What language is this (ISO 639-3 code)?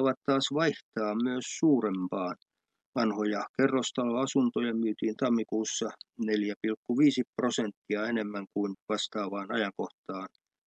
fin